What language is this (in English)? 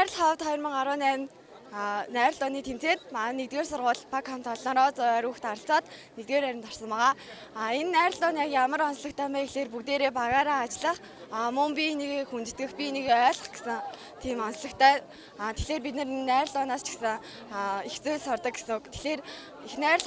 Mongolian